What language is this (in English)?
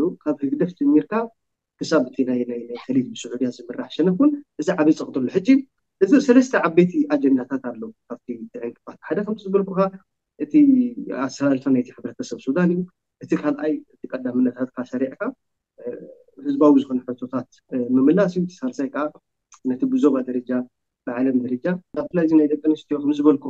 Tigrinya